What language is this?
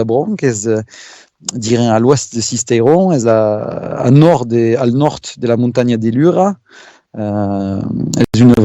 Occitan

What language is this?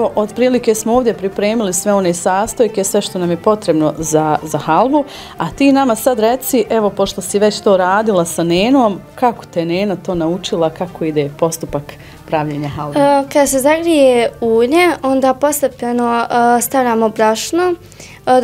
Bosnian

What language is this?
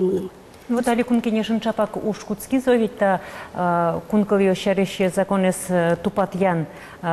Udmurt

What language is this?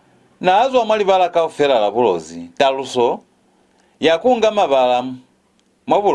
Lozi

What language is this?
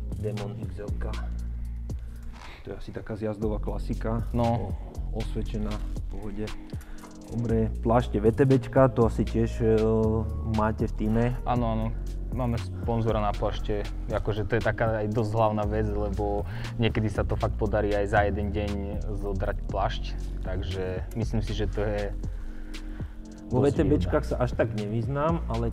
Slovak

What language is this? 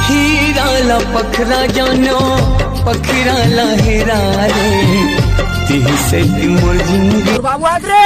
Chhattisgarhi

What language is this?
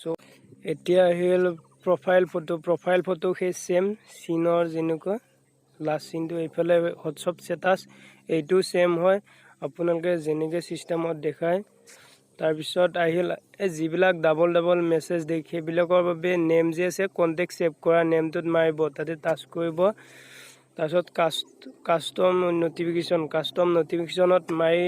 Assamese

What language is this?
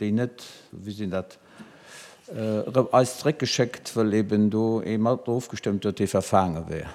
Luxembourgish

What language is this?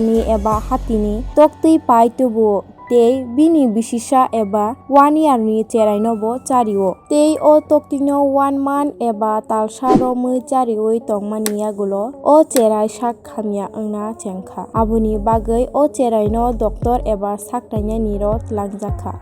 Kok Borok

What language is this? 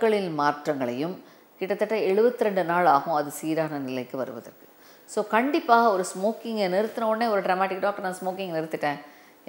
Tamil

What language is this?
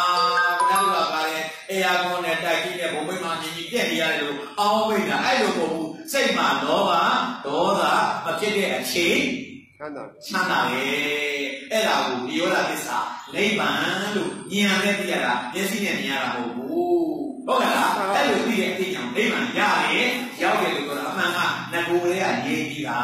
Burmese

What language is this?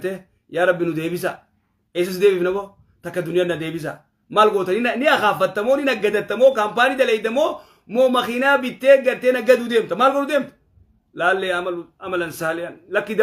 Oromo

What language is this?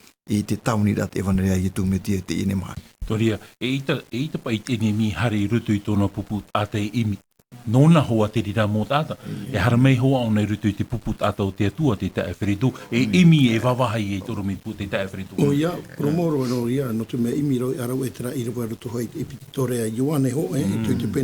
Tahitian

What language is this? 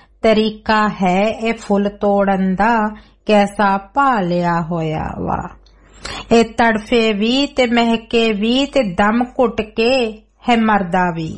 Punjabi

